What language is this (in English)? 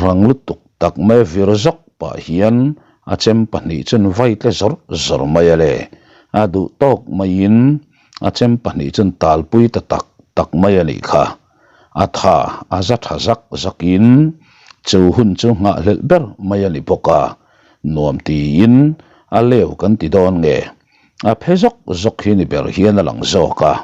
Mizo